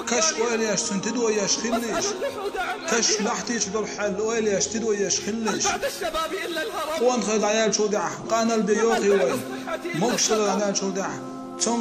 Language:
Chechen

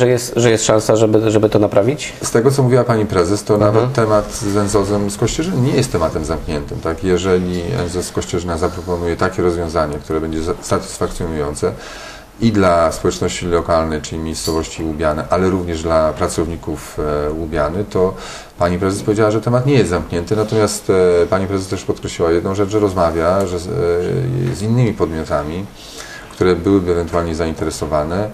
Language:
Polish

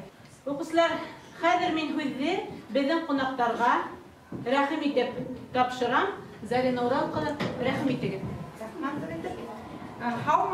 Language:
Bashkir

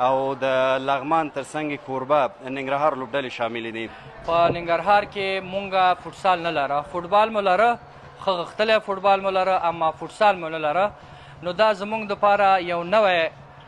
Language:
Pashto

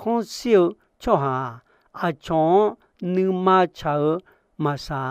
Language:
Akha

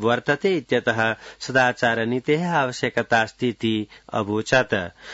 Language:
Sanskrit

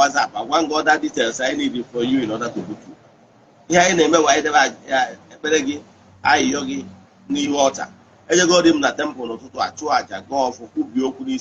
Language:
Igbo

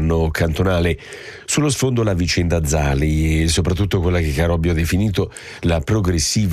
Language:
Italian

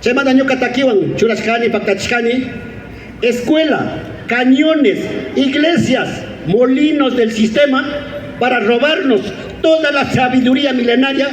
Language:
Imbabura Highland Quichua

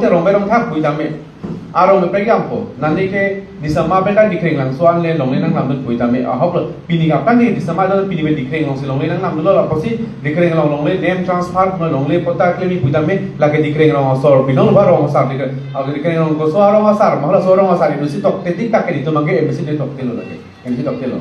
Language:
Karbi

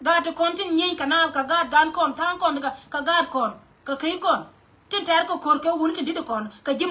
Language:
Nuer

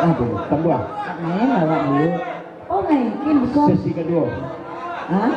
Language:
Minangkabau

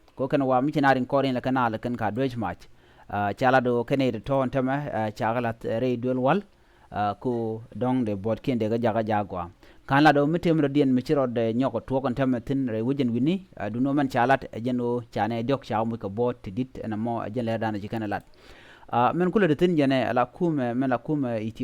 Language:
Nuer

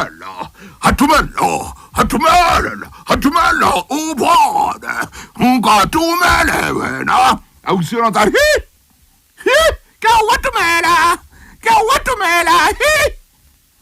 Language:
Southern Sotho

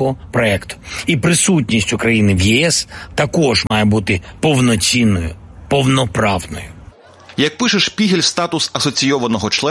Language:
Ukrainian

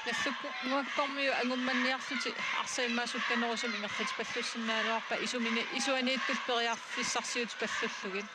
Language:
Kalaallisut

